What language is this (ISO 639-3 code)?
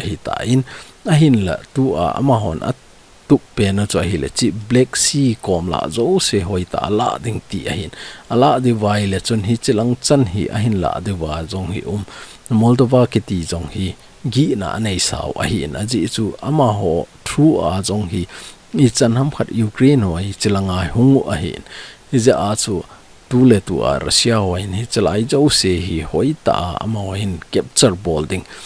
tcz